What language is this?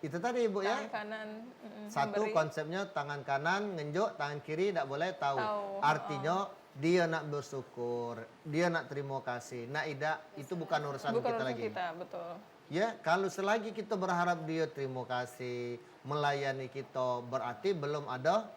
Musi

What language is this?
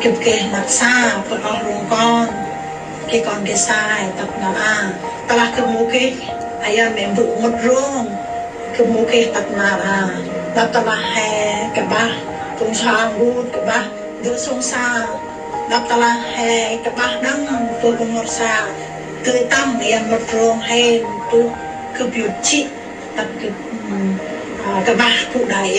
Central Mnong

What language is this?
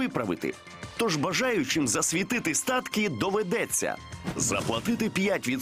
Ukrainian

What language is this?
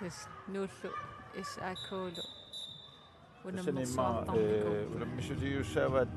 Kalaallisut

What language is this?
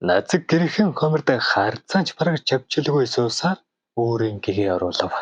Mongolian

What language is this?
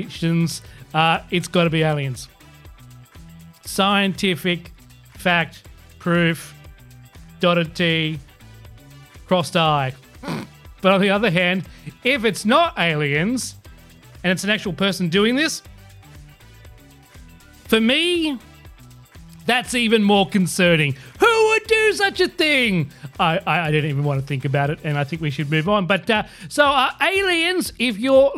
English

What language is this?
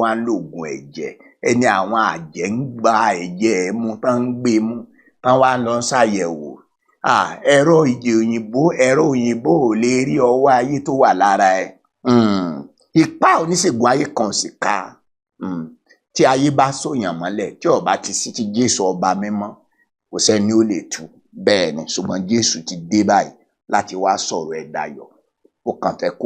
Yoruba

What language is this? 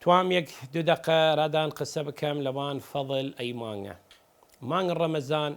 Southern Kurdish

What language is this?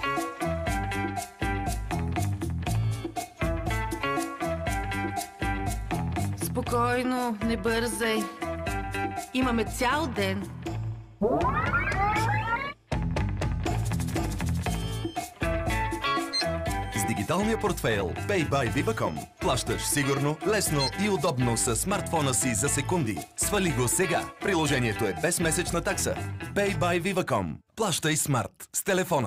Bulgarian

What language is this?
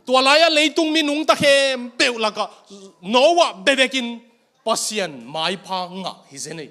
Tedim Chin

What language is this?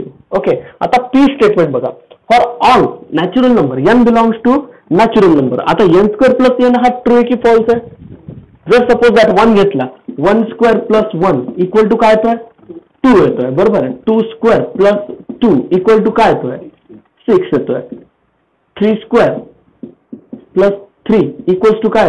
Marathi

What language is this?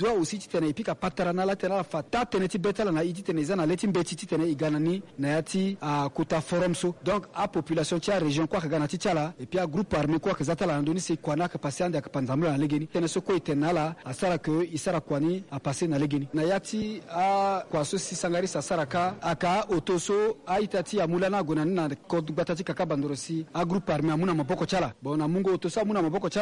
Sango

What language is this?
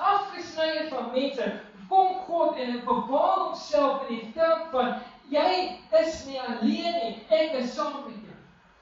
Afrikaans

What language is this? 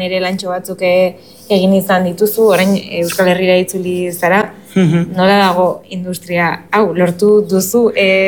Basque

